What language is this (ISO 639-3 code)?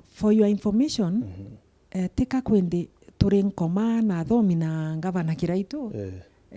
mer